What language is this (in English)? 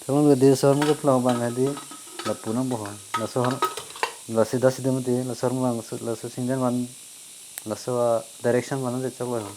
Karbi